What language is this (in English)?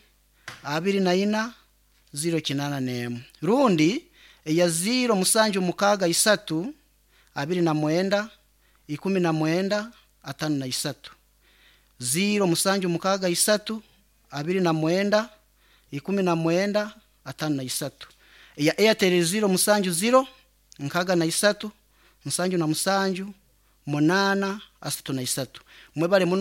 Nyankole